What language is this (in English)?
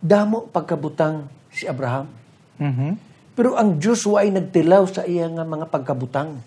Hiligaynon